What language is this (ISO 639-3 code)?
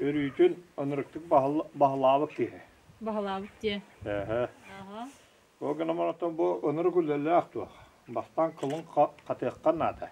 sah